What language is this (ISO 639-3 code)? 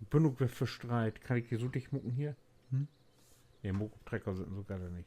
nds